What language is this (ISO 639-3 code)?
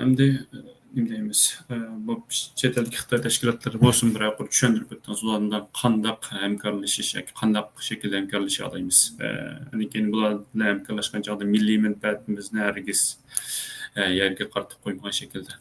uig